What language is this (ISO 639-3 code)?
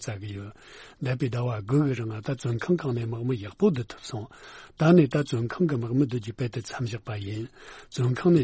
bod